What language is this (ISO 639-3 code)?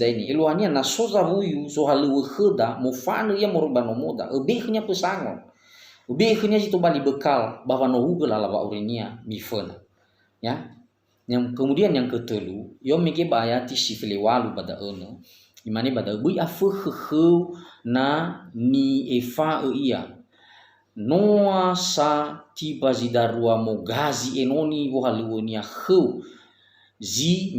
nia